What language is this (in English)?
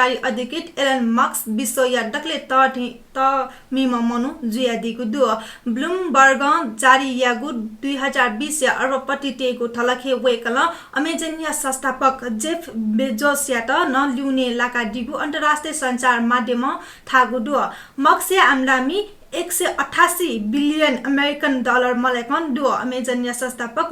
Newari